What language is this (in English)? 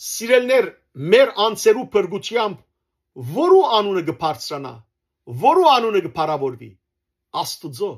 Western Armenian